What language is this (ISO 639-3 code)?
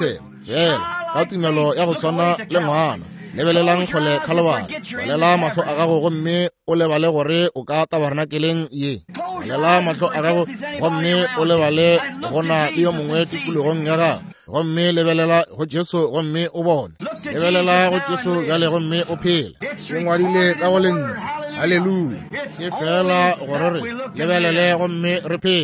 nso